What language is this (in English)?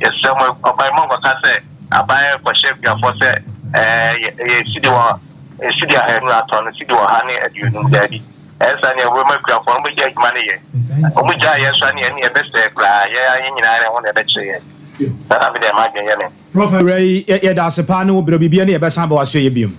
Akan